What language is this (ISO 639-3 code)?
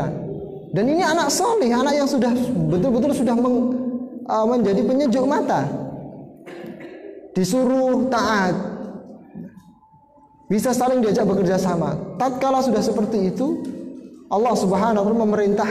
ind